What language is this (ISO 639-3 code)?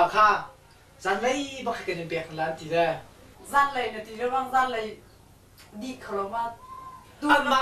cnh